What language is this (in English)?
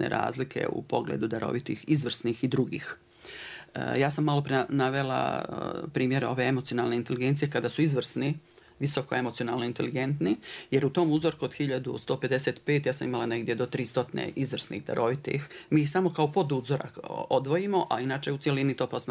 Bosnian